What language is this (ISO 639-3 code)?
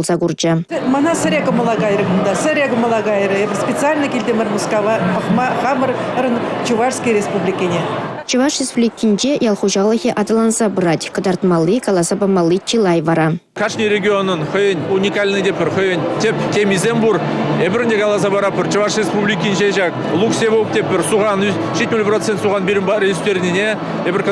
chv